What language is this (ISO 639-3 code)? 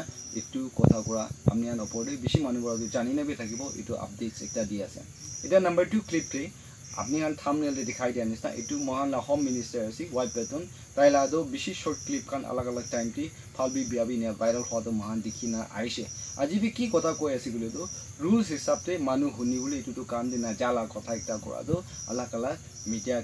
nag